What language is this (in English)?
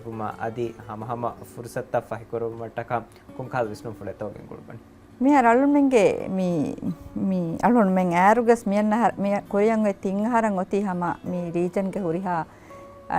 Divehi